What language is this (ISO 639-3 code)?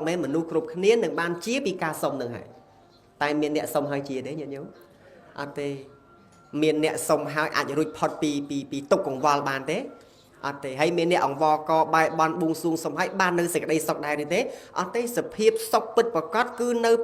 khm